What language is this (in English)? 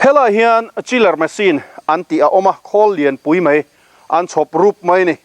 Mizo